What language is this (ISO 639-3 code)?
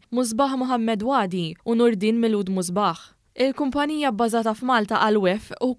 mlt